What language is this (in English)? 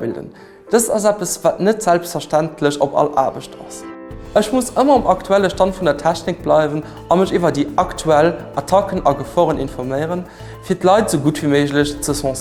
Luxembourgish